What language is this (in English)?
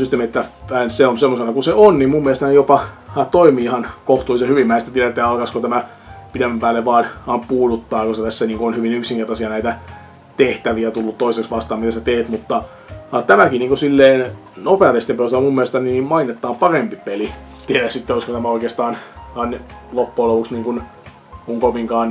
Finnish